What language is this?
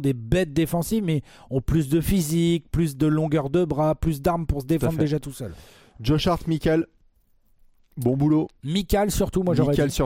French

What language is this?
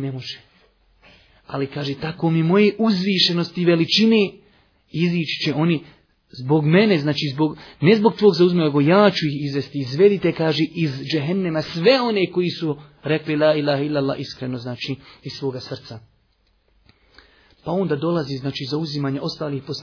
Bosnian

